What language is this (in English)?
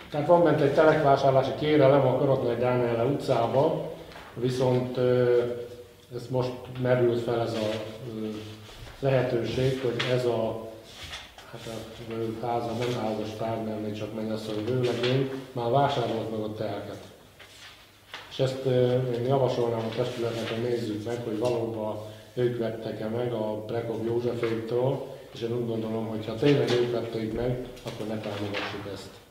Hungarian